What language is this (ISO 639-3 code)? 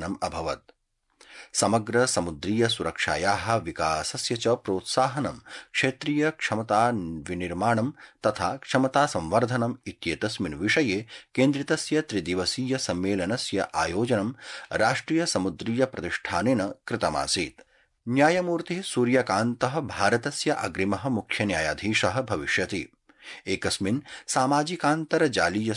san